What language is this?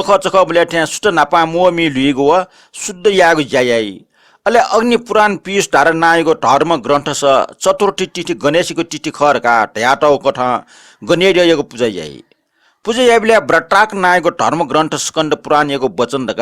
Newari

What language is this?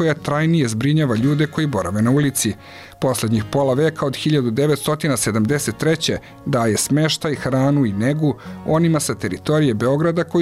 Serbian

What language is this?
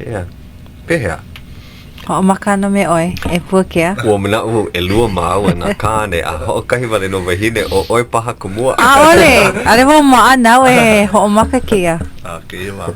Hawaiian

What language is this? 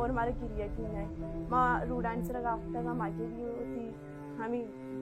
Baluchi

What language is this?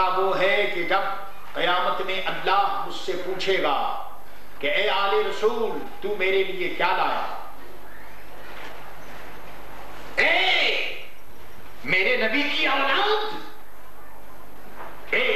Urdu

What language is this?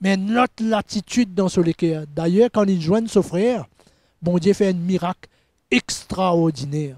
Morisyen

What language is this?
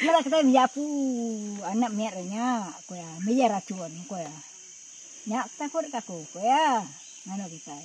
Iban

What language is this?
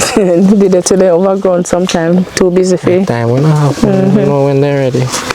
Jamaican Creole English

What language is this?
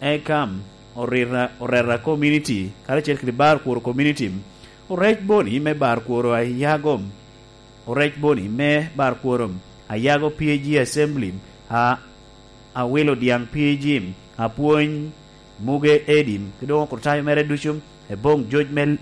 Lango (Uganda)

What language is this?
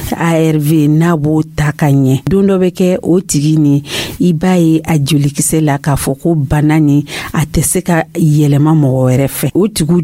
Dyula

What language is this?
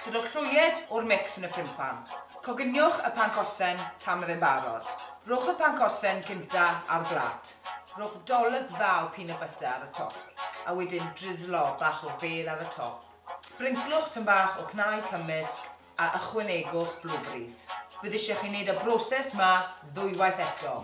Welsh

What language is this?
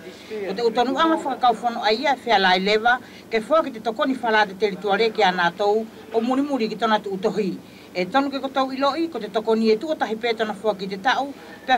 Wallisian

